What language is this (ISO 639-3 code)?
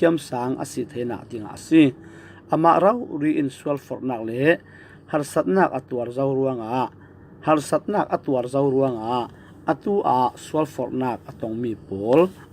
cfm